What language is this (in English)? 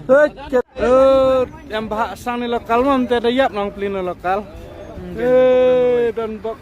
Khasi